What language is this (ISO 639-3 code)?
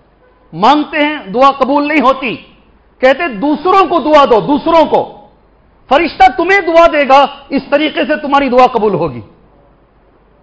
urd